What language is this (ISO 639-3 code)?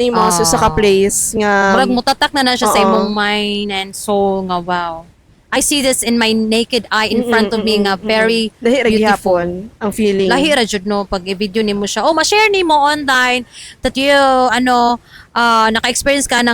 ceb